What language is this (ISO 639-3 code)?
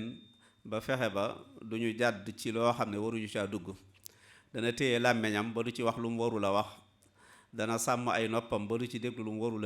wol